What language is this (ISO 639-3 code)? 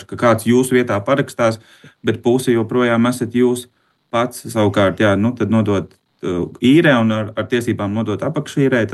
lav